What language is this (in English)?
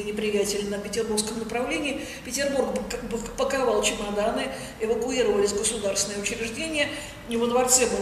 Russian